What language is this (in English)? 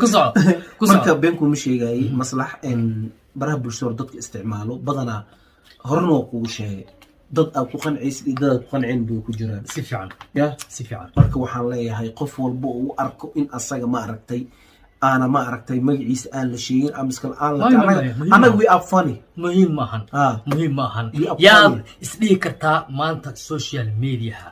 Somali